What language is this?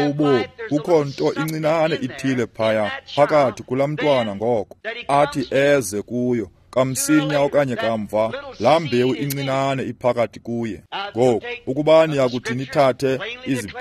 Xhosa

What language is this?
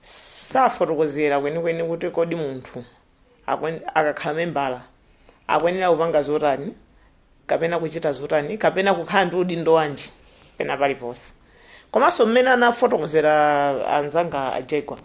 Nyanja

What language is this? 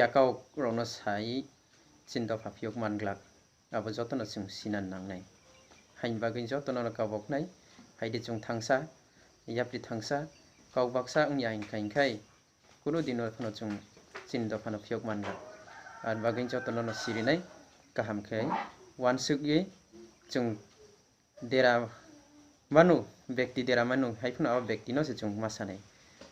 Riang (India)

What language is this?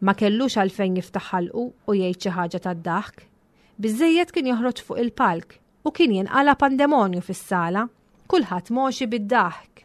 Maltese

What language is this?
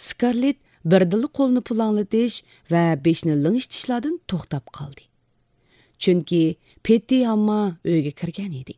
Uyghur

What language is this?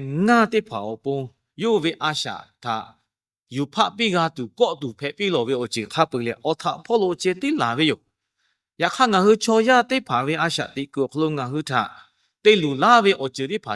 Lahu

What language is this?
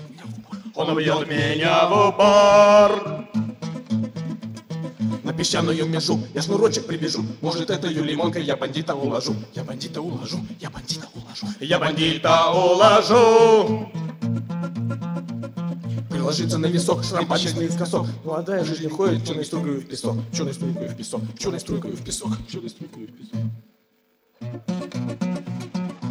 Russian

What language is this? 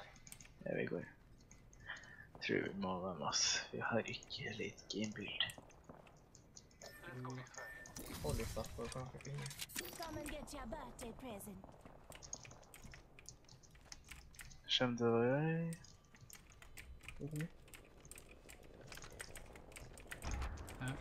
Norwegian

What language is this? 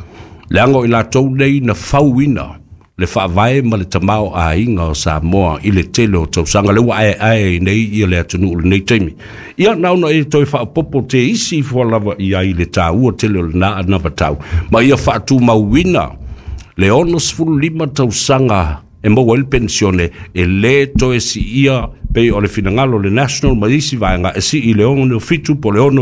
Samoan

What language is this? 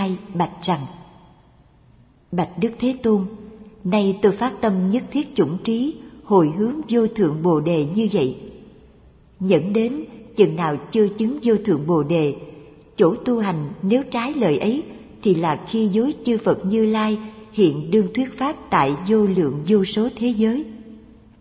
Vietnamese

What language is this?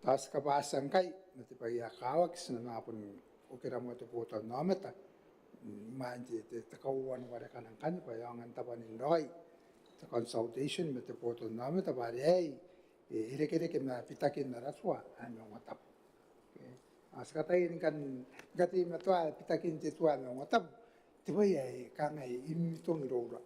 Gilbertese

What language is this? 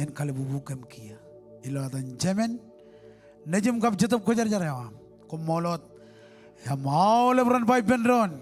Marshallese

